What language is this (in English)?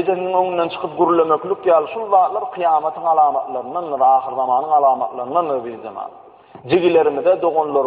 Turkmen